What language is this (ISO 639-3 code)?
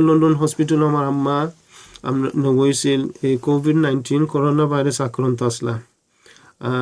syl